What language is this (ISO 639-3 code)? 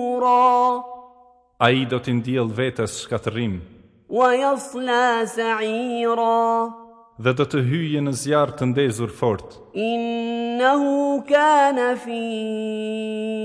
sqi